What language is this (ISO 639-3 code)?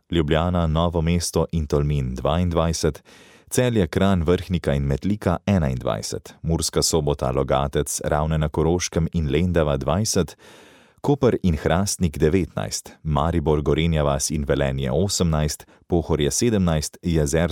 slv